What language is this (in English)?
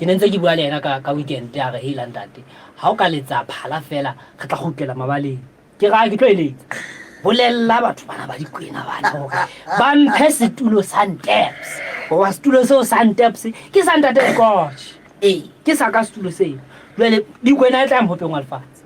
Southern Sotho